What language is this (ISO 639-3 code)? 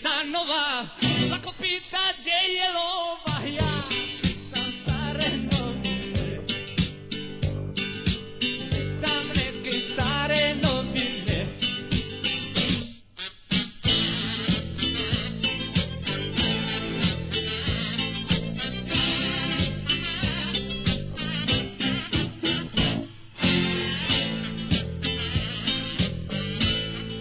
srp